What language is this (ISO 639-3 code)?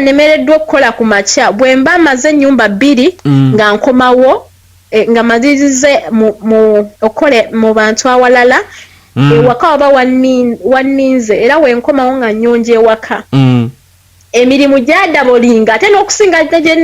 lug